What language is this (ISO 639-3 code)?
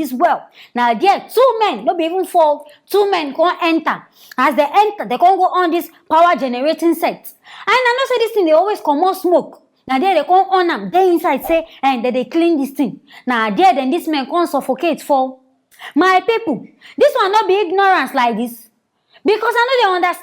pcm